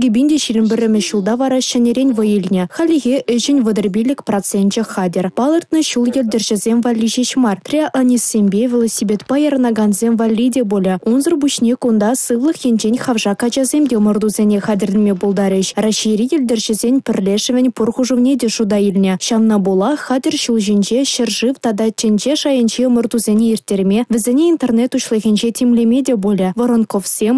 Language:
Chuvash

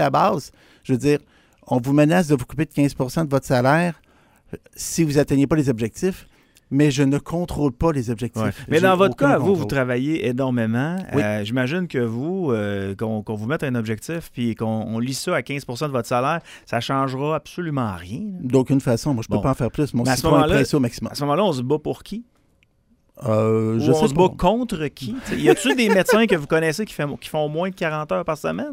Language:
French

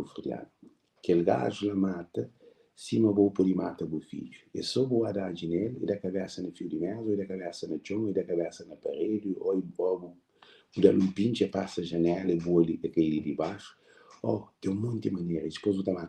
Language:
Kabuverdianu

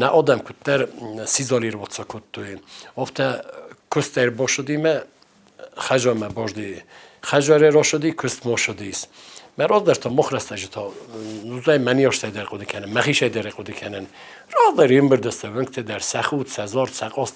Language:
Ossetic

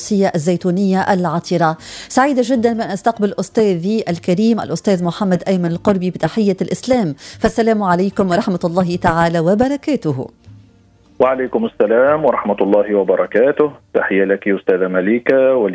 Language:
Arabic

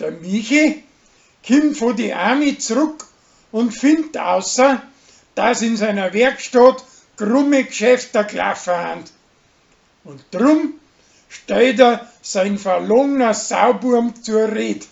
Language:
Bavarian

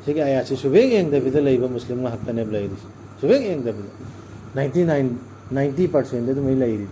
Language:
Manipuri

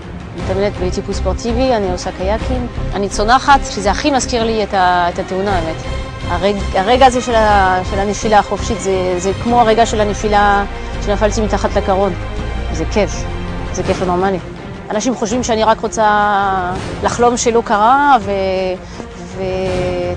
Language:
Hebrew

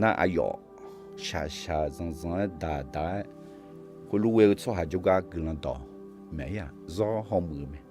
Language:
Akha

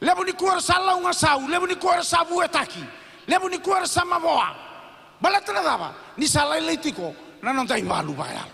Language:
Fijian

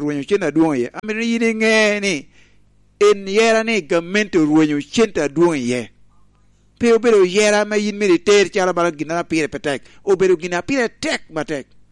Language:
Lango (Uganda)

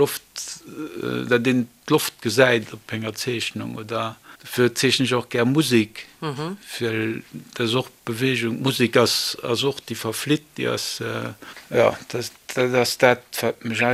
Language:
Luxembourgish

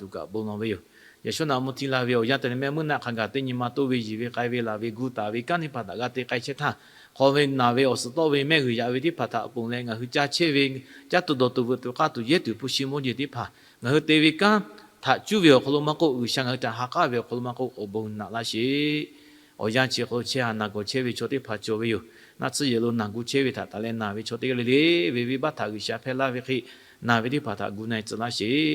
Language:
Lahu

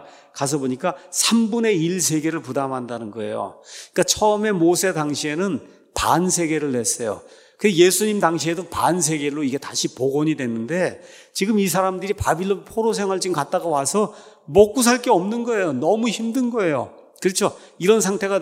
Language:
Korean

